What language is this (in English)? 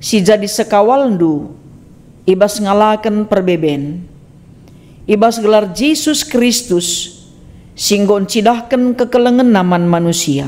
Batak Karo